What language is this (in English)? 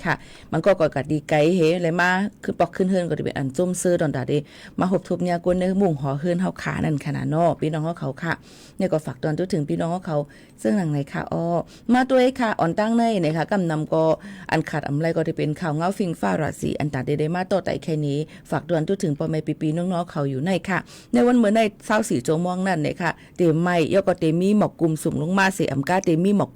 Shan